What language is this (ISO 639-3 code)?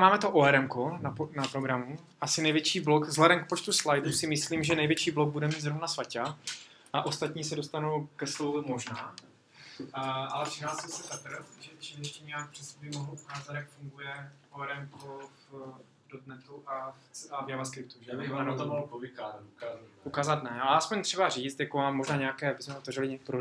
ces